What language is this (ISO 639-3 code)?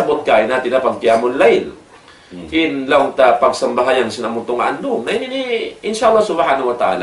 tsg